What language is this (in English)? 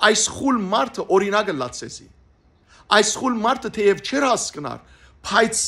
Western Armenian